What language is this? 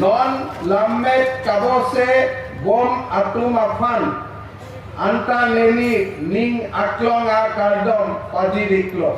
Karbi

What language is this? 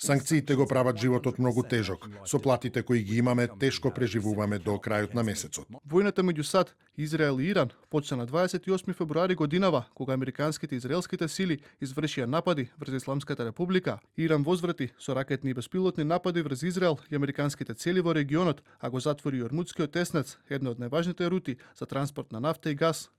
Macedonian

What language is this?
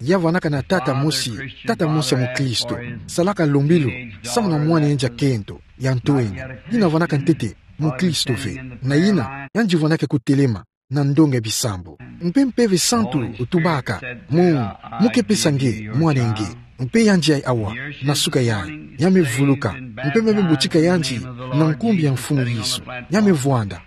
Kituba (Democratic Republic of Congo)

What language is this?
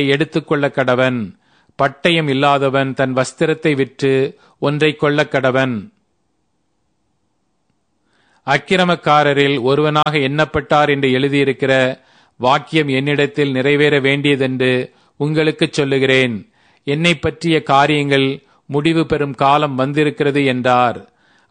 Tamil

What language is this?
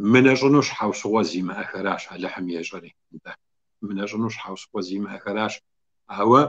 Kabardian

